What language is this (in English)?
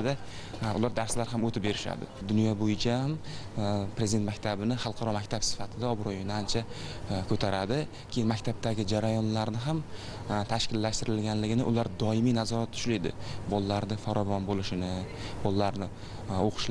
Uzbek